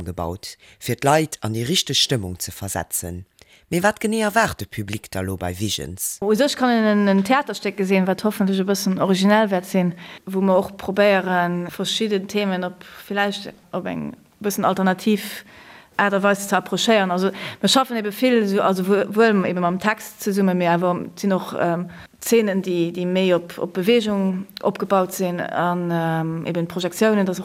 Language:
Luxembourgish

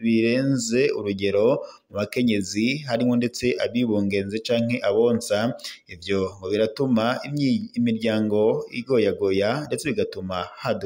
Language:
Rundi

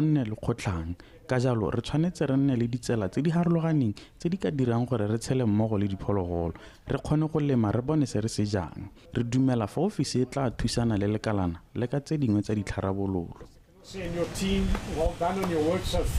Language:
Tswana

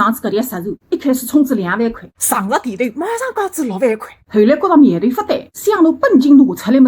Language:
Wu Chinese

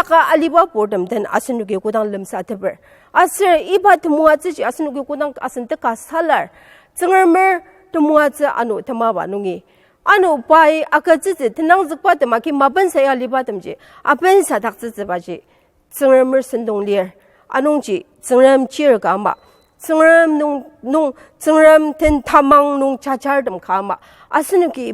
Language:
Ao Naga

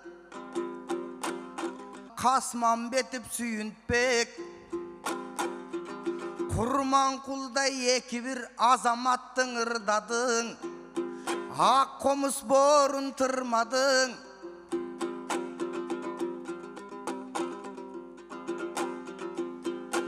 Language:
Kyrgyz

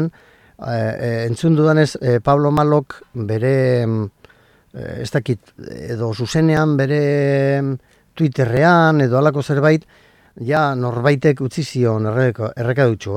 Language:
Basque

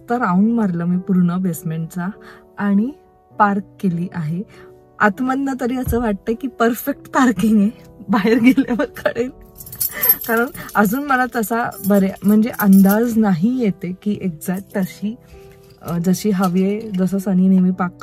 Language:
Marathi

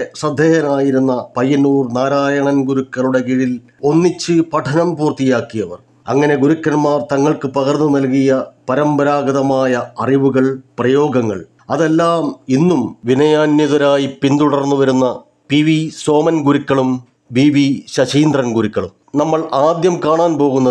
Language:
Malayalam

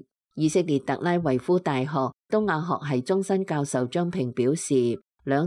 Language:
Cantonese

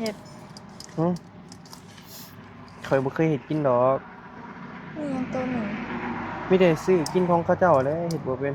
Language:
Northeastern Thai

